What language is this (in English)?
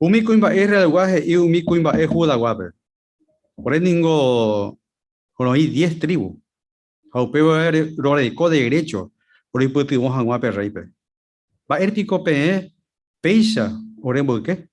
Guarani